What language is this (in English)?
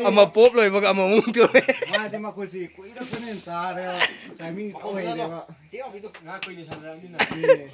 Manipuri